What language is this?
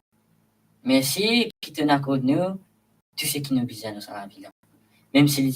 Morisyen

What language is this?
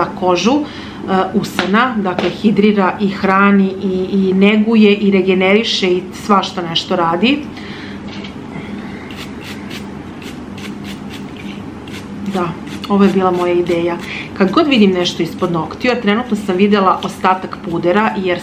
Serbian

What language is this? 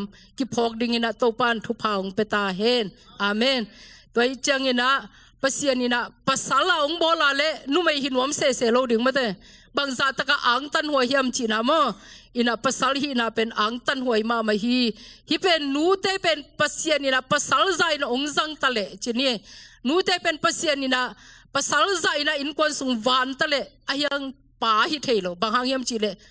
Tedim Chin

